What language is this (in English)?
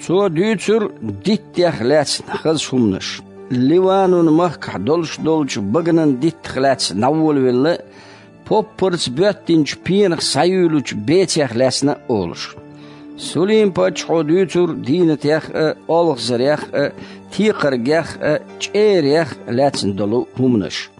Chechen